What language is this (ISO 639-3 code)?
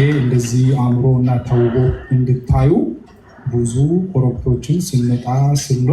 amh